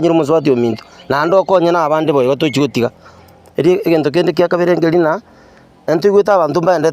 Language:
Gusii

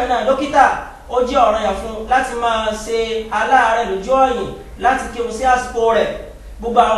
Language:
Yoruba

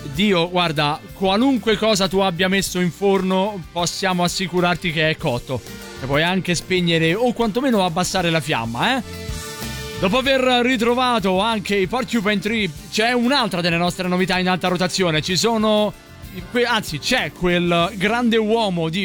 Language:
Italian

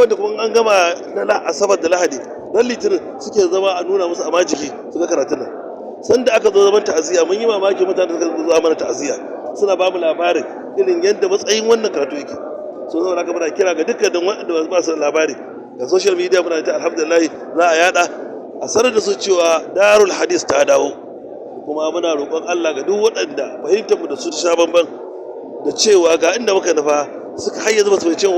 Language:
Hausa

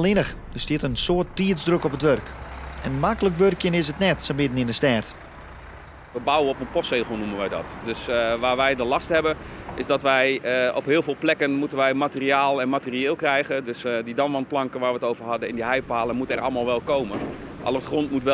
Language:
Western Frisian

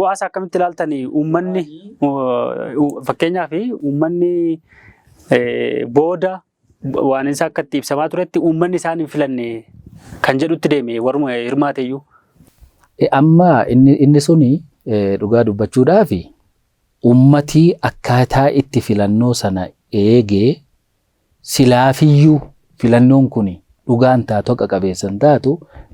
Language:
Oromo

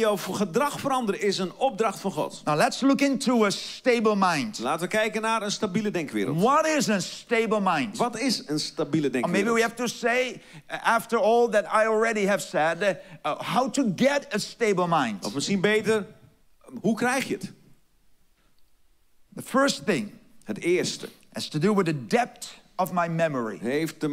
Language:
Dutch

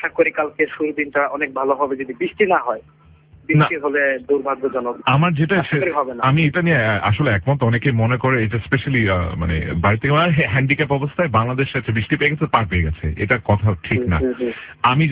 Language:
Bangla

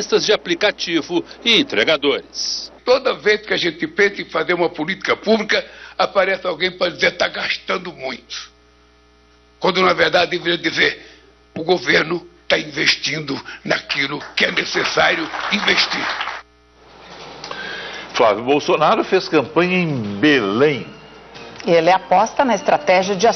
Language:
Portuguese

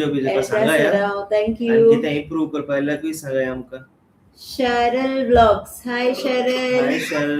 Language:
Konkani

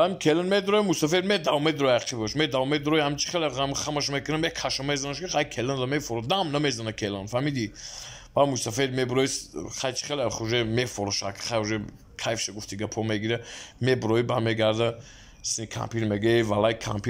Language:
Tajik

